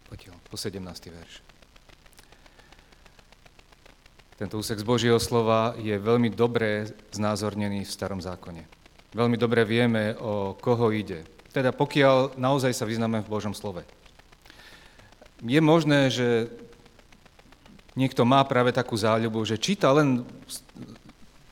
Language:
Slovak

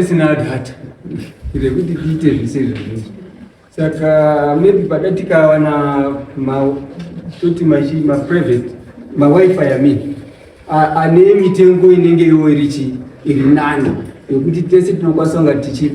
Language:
Shona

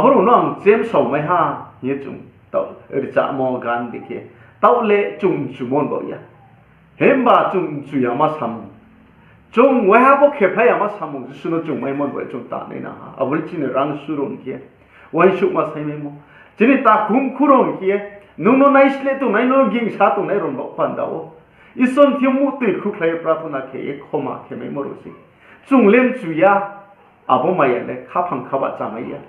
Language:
Riang (India)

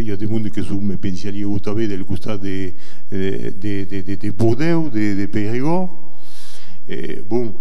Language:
Occitan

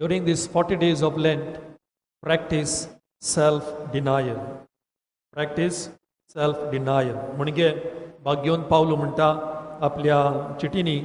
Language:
Konkani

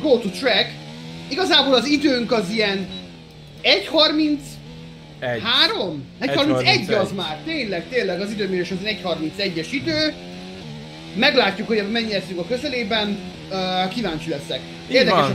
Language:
Hungarian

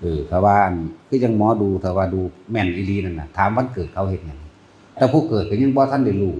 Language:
Northeastern Thai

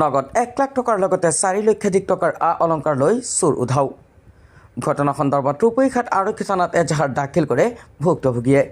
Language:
Assamese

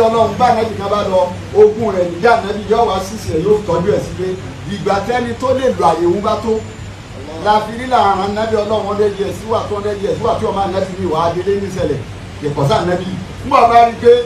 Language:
Yoruba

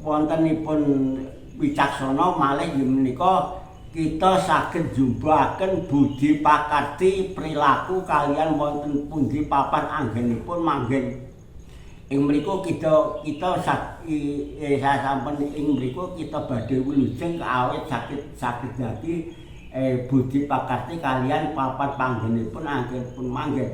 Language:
Javanese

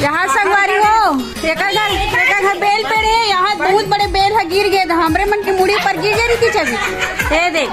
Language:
Chhattisgarhi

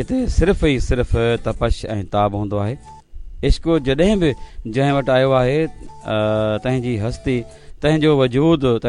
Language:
Sindhi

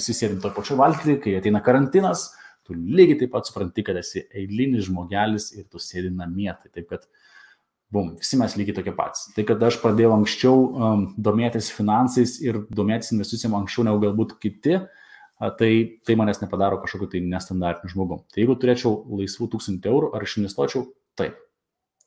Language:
Lithuanian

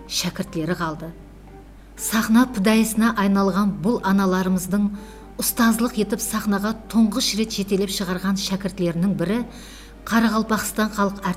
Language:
Kara-Kalpak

